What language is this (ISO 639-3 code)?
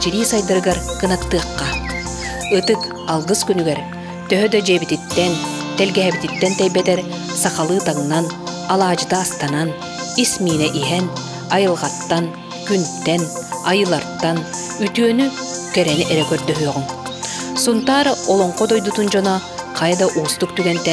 sah